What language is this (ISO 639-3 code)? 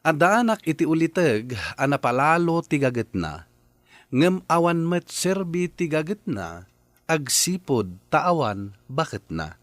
ilo